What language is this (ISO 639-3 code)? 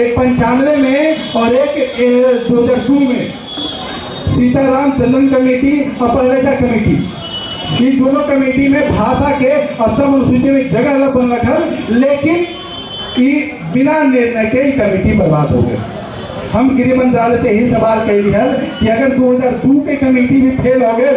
mag